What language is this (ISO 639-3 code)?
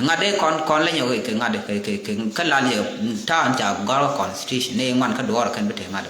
nus